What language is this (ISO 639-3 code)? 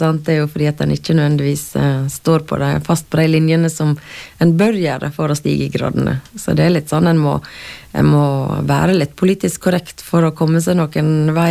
nor